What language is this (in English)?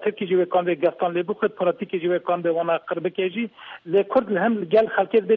Kurdish